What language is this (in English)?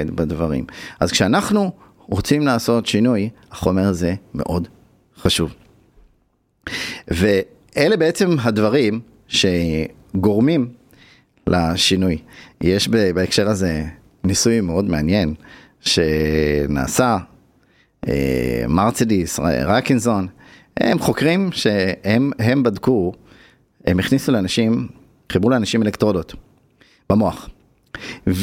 Hebrew